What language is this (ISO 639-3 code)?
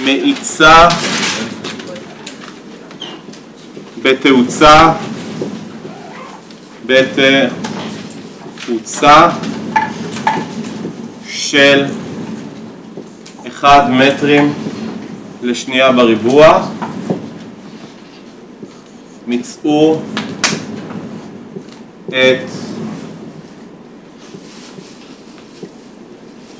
heb